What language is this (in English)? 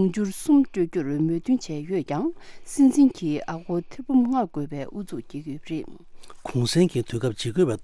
Tibetan